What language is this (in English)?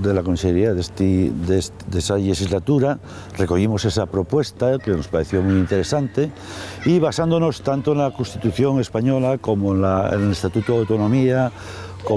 Asturian